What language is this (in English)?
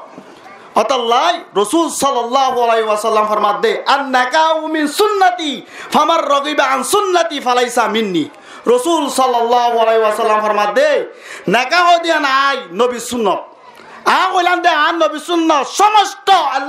Rohingya